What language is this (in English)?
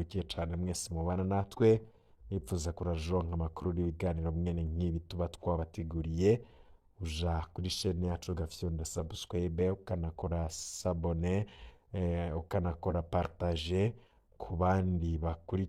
Rundi